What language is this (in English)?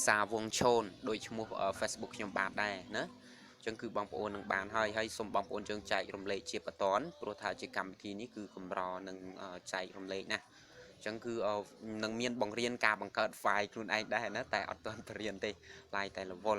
Khmer